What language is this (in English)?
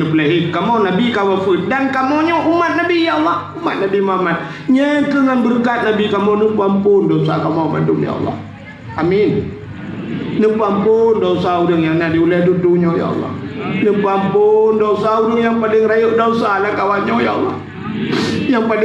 Achinese